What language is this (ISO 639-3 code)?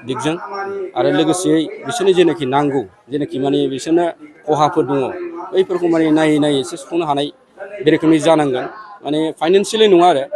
brx